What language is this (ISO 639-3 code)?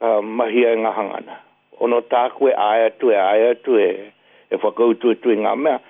mri